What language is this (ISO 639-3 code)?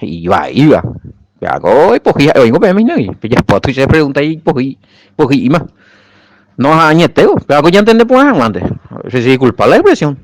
grn